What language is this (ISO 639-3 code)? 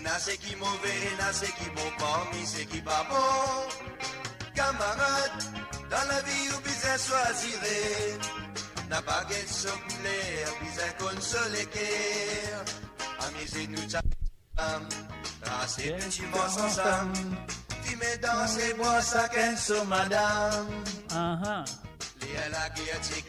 mfe